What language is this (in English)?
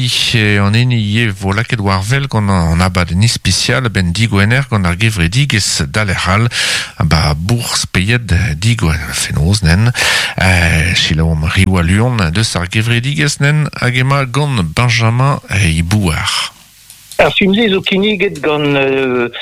Breton